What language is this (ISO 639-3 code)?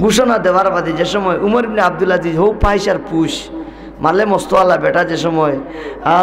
syl